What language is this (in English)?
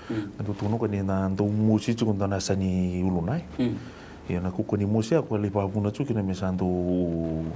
Fijian